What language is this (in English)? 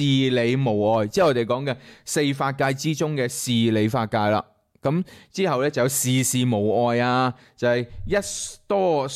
Cantonese